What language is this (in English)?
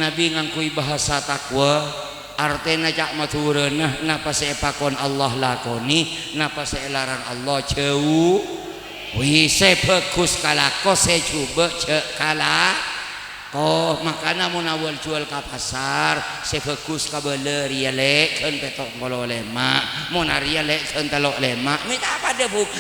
Madurese